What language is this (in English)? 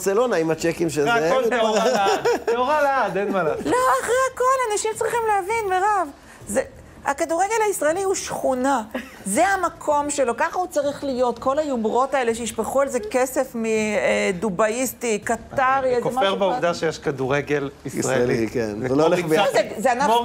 Hebrew